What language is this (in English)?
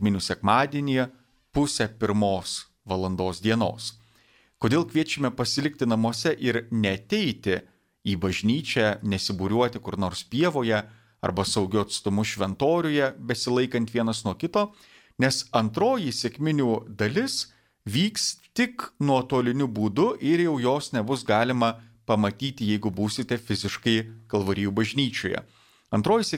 Lithuanian